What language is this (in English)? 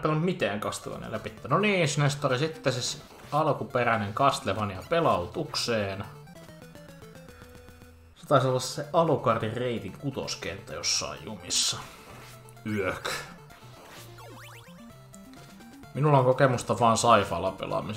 Finnish